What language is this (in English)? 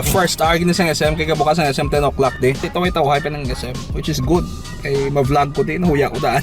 Hiligaynon